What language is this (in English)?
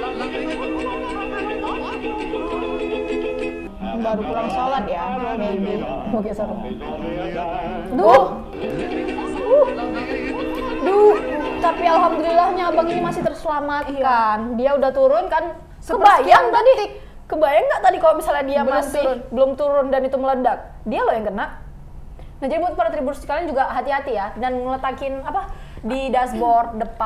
Indonesian